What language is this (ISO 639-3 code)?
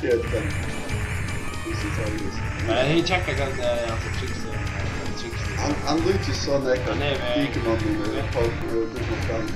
fao